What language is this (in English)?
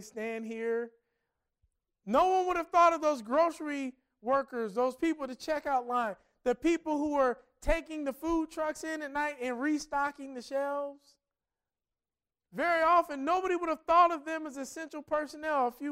English